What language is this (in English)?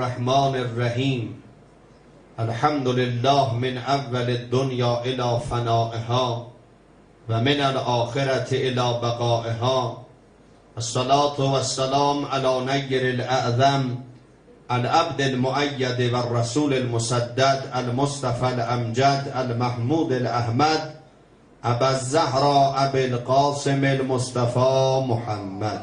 South Azerbaijani